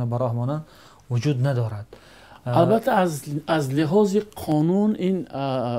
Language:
Tajik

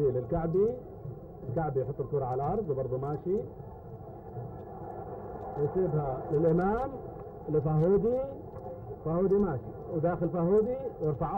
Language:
Arabic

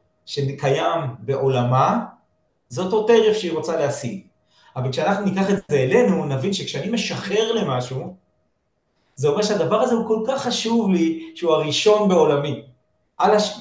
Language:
Hebrew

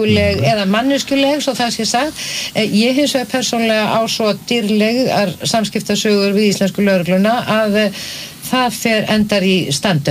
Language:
Icelandic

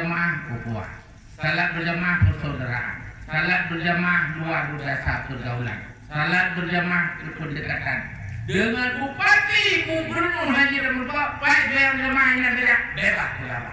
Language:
Achinese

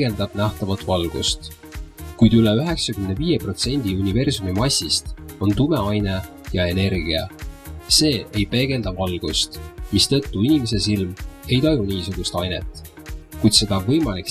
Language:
Estonian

